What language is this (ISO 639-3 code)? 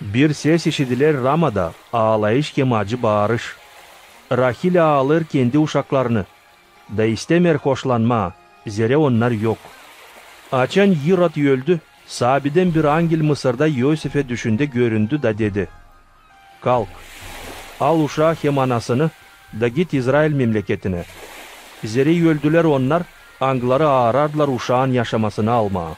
gag